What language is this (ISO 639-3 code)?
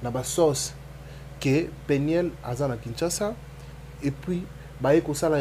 lin